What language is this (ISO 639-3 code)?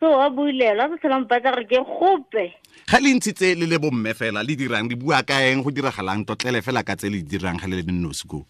tsn